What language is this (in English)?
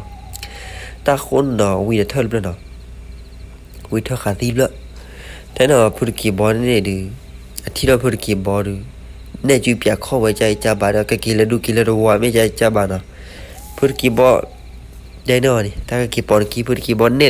S'gaw Karen